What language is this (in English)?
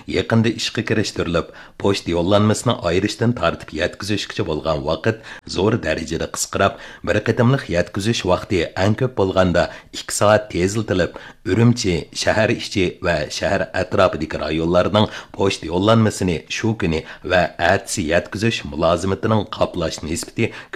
Uyghur